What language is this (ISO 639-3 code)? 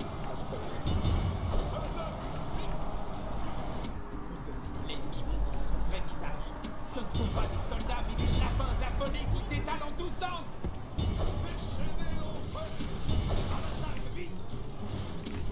fra